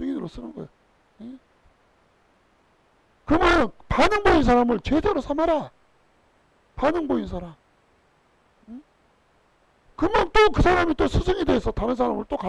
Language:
Korean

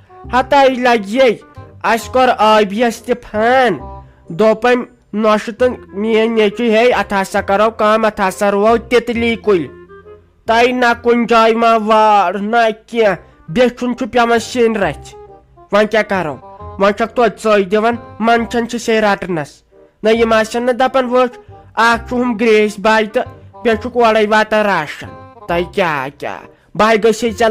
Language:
Kashmiri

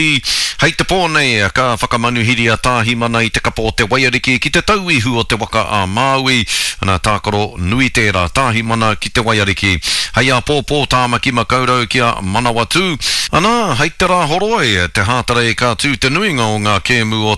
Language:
Māori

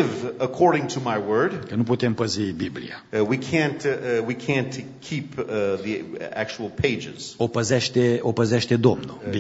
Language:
Romanian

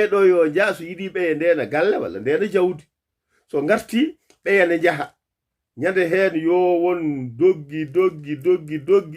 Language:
Fula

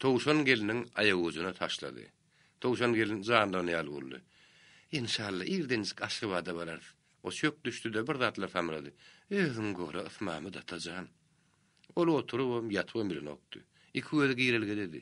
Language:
Turkmen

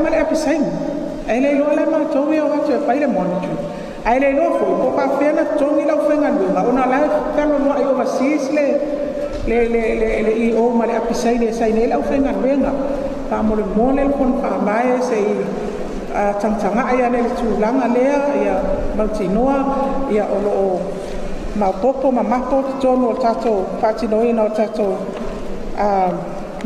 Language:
Samoan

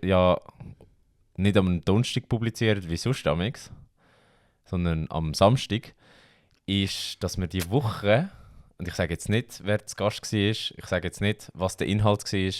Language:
Swiss German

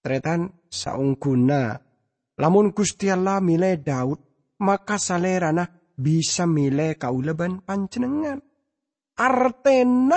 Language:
Madurese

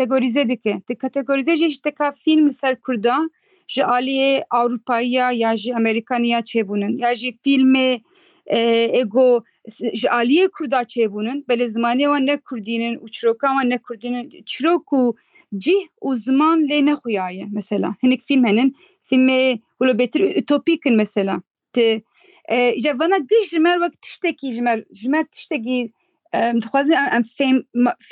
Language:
Kurdish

